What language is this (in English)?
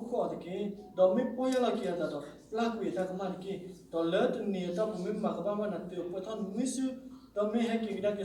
S'gaw Karen